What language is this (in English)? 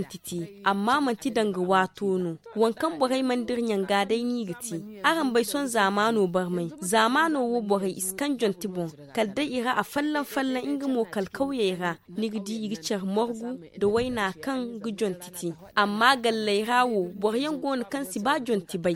Zarma